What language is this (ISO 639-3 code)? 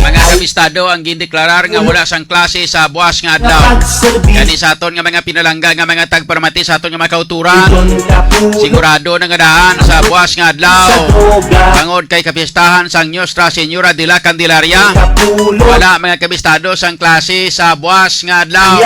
hil